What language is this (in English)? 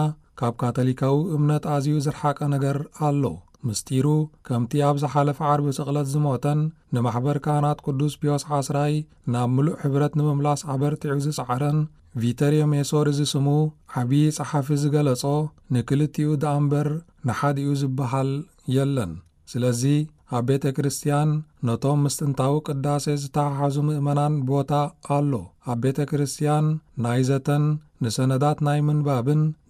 Tigrinya